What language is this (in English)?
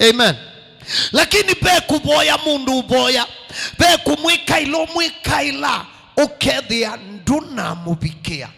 Kamba